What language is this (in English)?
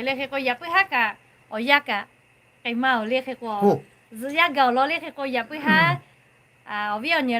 Lahu